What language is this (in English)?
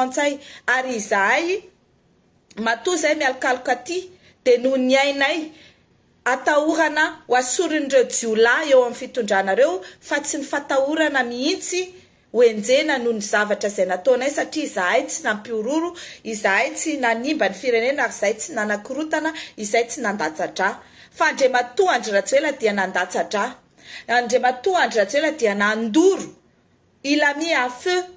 Malagasy